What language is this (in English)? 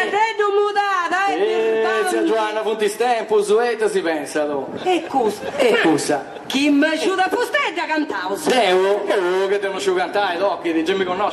Sardinian